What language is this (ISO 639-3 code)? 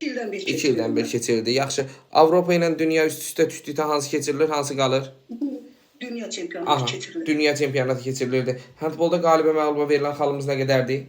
aze